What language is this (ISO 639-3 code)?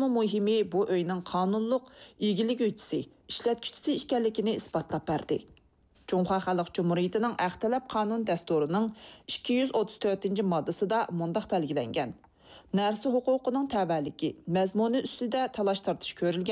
uig